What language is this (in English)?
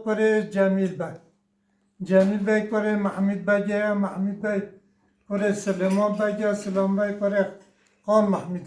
Kurdish